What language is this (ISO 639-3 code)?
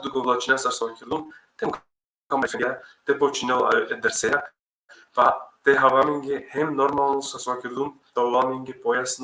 rmn